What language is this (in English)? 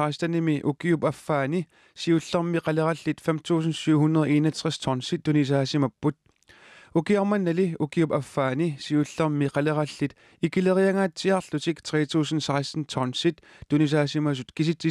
Kalaallisut